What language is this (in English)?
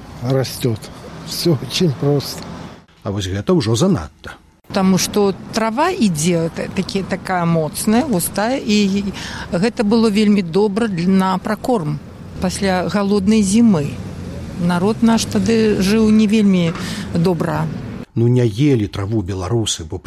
Belarusian